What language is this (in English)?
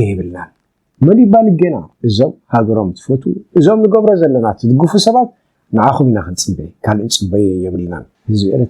Tigrinya